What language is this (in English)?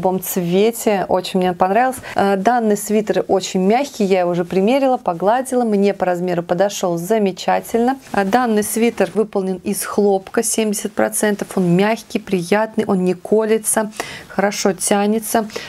Russian